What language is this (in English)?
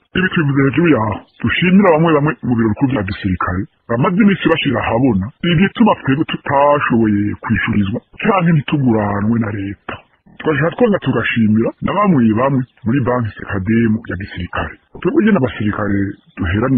Rundi